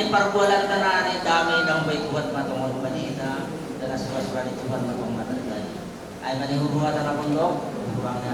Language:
Batak Simalungun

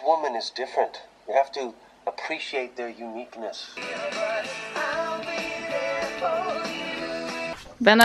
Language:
Dutch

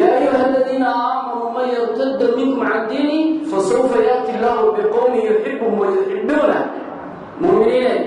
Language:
Somali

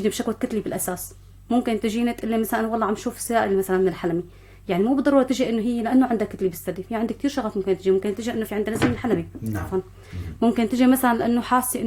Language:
North Levantine Arabic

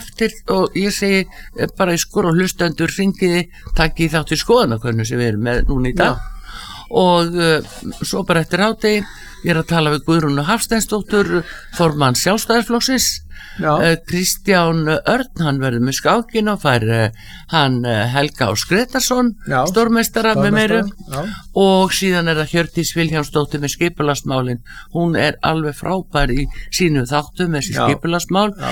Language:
Icelandic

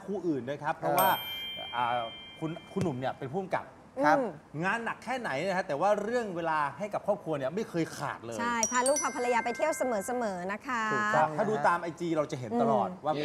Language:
Thai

